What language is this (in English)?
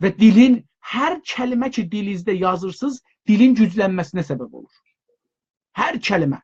South Azerbaijani